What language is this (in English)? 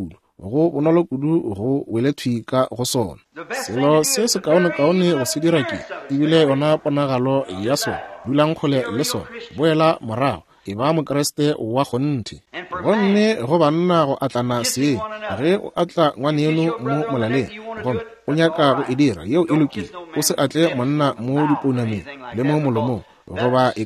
Northern Sotho